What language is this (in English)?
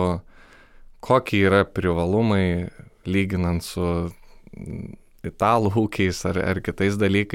Lithuanian